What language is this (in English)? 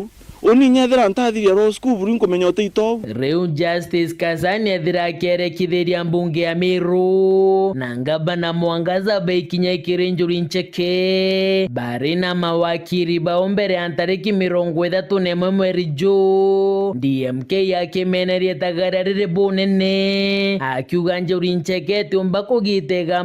Meru